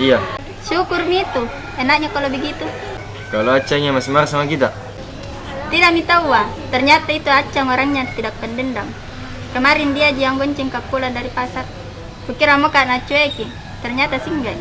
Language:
Makassar Malay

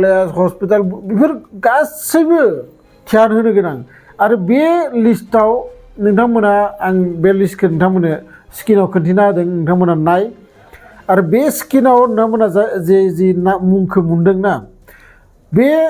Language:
Bodo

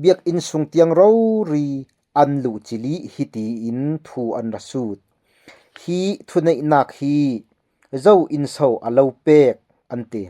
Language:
Falam Chin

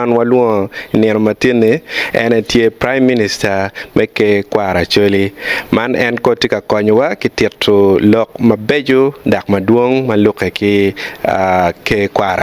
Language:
Acoli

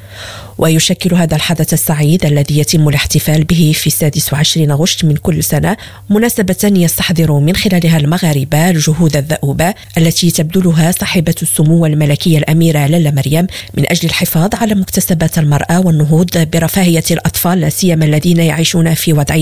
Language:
Arabic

